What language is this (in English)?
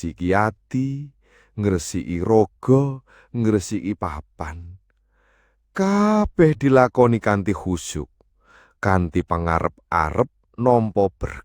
Javanese